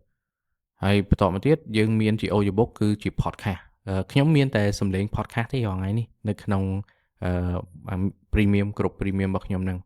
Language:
Khmer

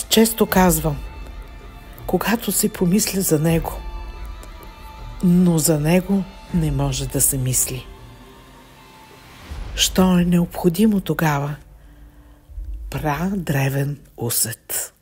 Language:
Bulgarian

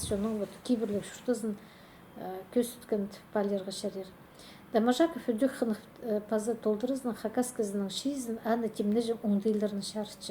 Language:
Khakas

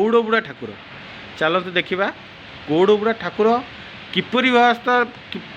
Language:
Odia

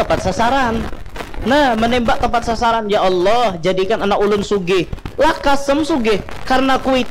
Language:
Banjar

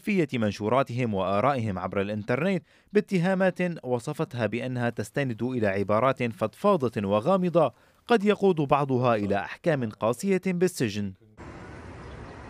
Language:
Arabic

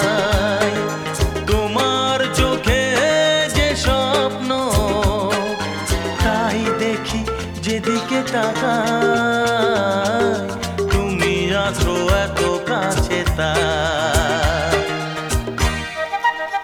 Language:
Bangla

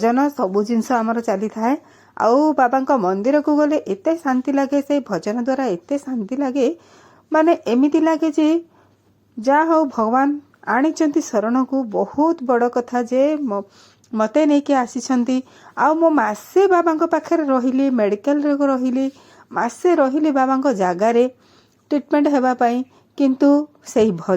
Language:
Odia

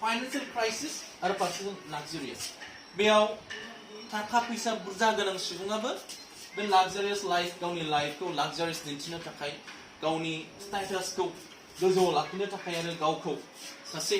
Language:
Bodo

